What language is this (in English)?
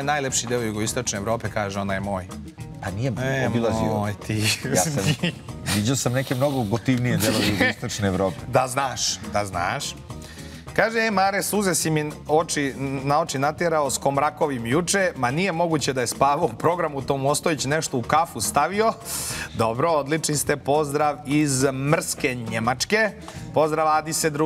Serbian